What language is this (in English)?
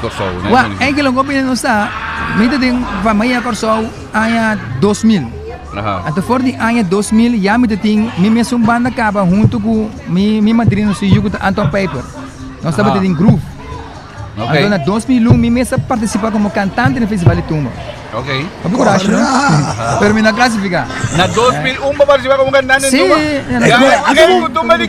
Papiamento